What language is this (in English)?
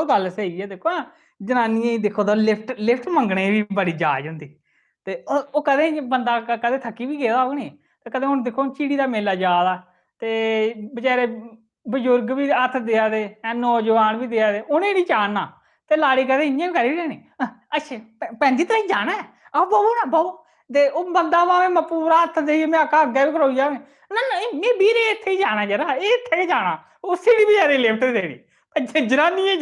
Dogri